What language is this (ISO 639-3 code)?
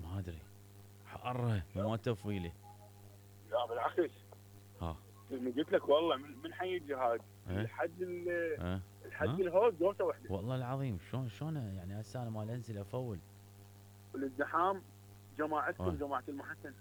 acm